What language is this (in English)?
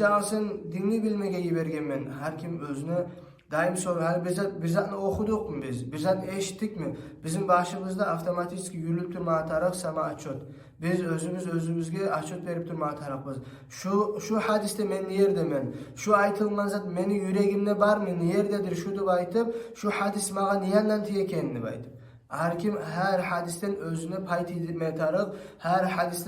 Kumyk